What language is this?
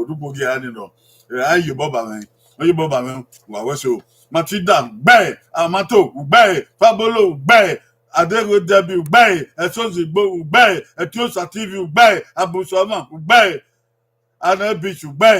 Bini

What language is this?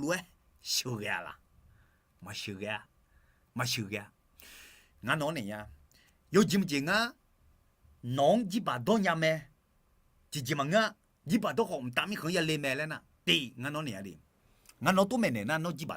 Akha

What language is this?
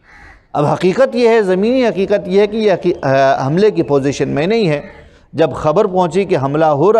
Urdu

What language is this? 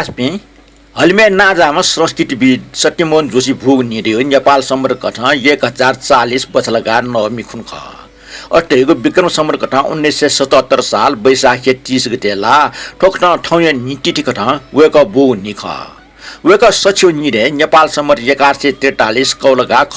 Newari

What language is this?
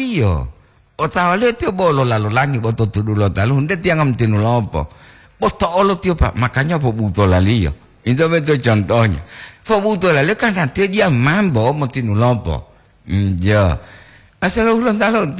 Gorontalo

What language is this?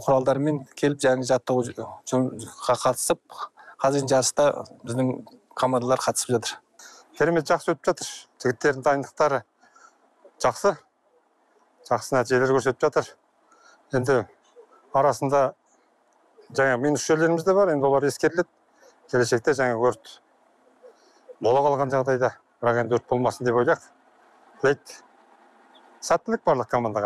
Kazakh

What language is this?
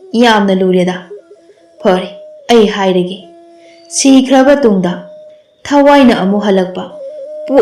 Manipuri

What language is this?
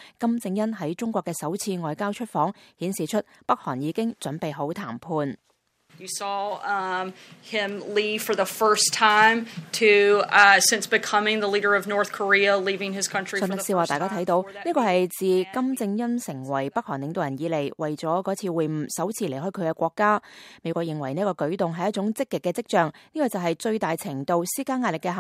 Cantonese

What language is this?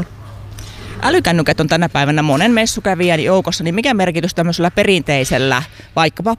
Finnish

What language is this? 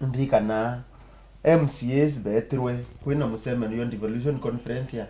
Meru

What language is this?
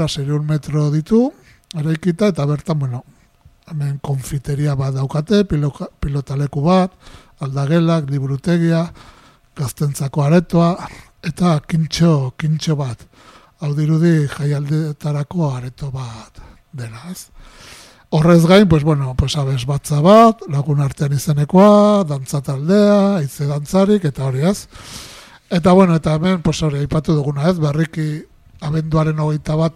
Basque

